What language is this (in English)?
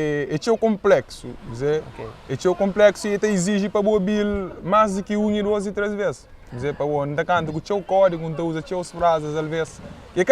Kabuverdianu